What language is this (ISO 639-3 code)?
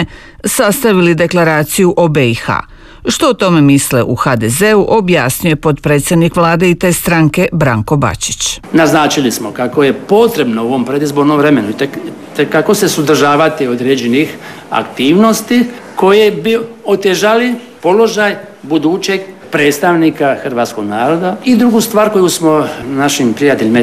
hrv